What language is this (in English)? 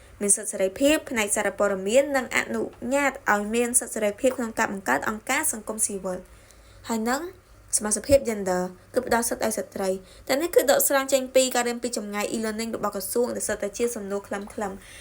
Khmer